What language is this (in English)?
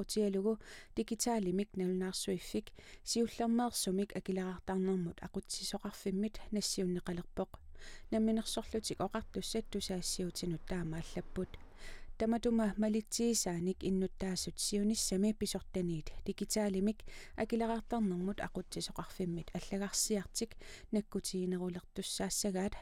Kalaallisut